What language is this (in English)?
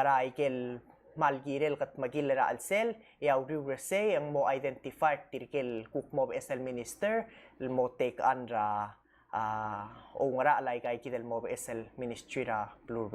Palauan